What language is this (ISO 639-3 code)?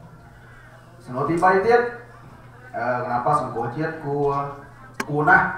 khm